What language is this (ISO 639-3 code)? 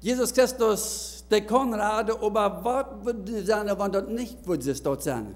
pdt